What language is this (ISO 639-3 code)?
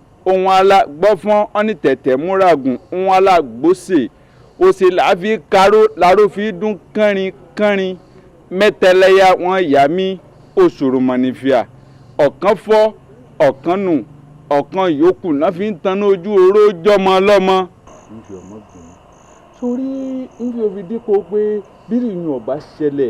yor